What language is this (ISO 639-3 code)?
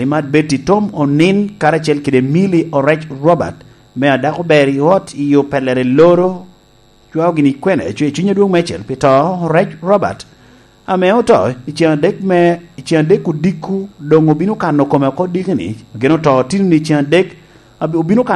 laj